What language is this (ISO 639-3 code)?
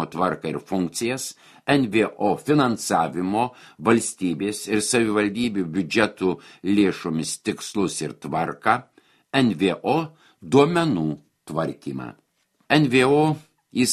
lit